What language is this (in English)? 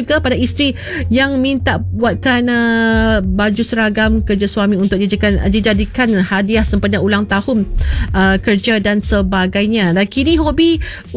Malay